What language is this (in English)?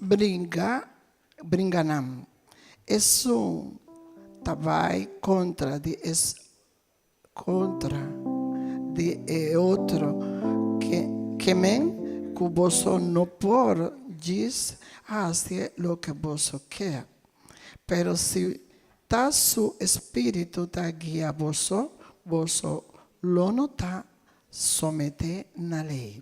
Papiamento